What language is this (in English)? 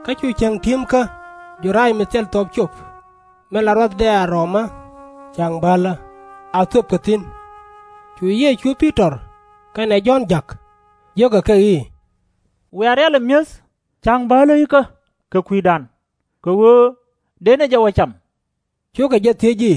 Nuer